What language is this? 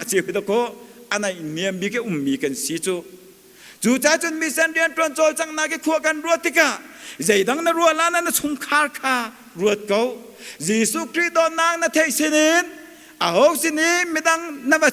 Hakha Chin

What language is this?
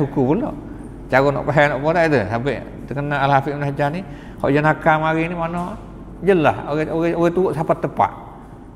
Malay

